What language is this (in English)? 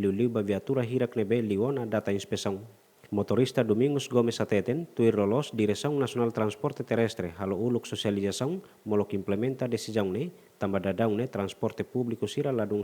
Tetum